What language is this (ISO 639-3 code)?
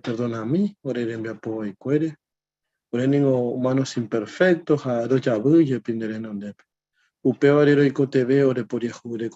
grn